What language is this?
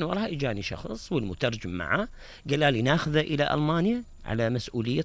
Mesopotamian Arabic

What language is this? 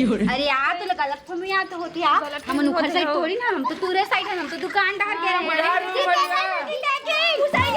Chhattisgarhi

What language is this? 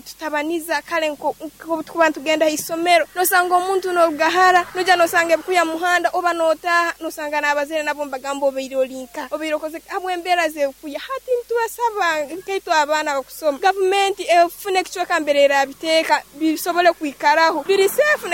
Nyoro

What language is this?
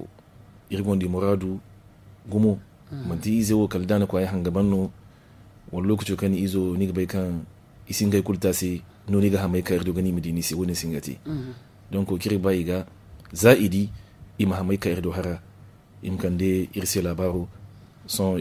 Zarma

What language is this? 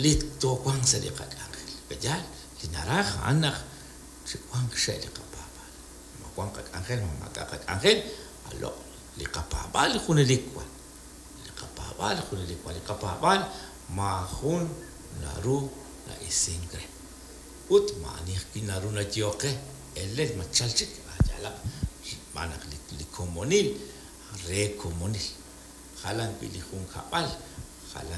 Kekchí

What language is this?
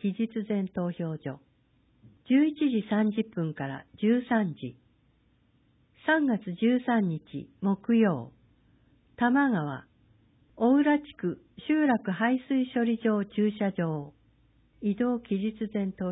Japanese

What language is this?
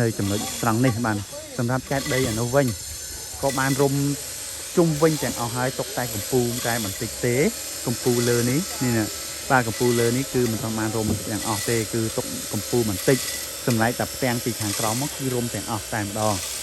Khmer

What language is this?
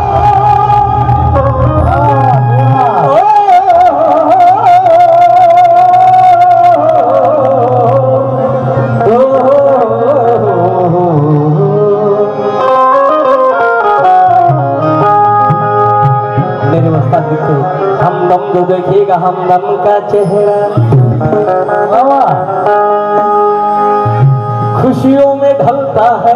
Marathi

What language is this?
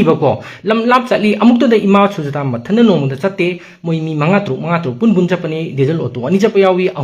Manipuri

